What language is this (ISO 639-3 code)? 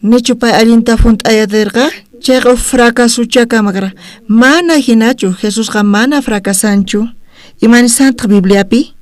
quh